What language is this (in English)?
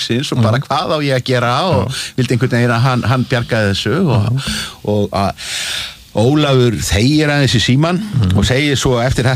Icelandic